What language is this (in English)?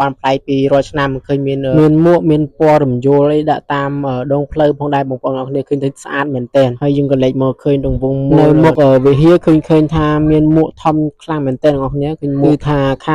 Khmer